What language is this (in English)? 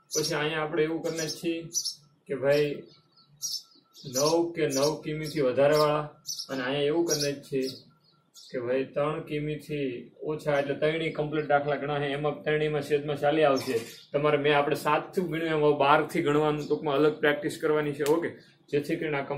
Gujarati